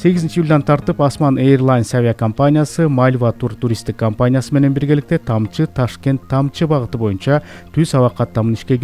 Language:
Kyrgyz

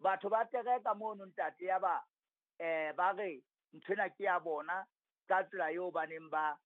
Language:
Southern Sotho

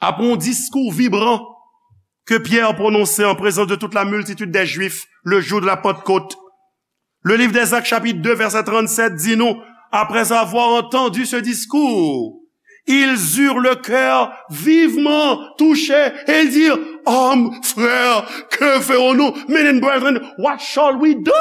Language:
Haitian Creole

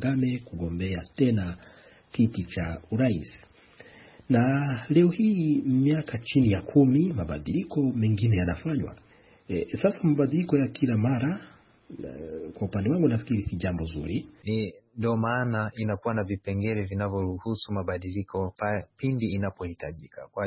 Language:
Swahili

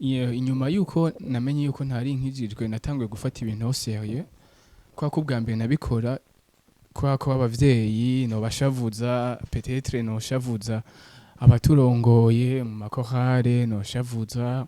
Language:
Rundi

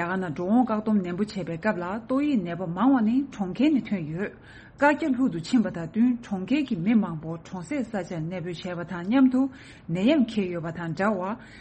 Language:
Tibetan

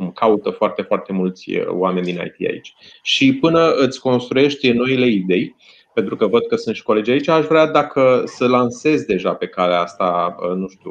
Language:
Romanian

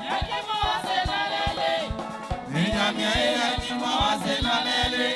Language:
Baoulé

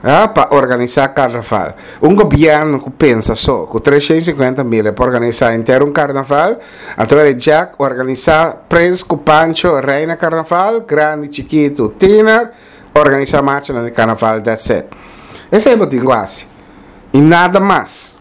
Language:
Papiamento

